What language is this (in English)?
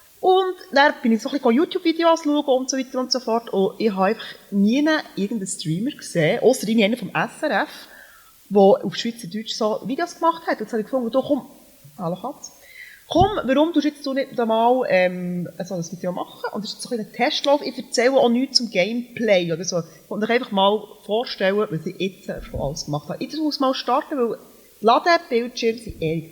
Swiss German